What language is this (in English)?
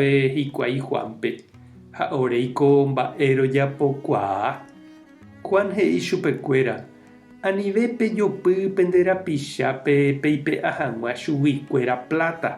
Guarani